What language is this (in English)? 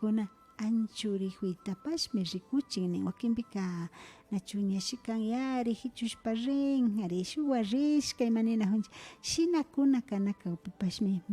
Imbabura Highland Quichua